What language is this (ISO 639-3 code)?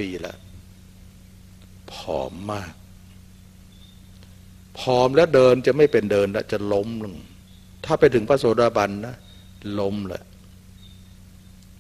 tha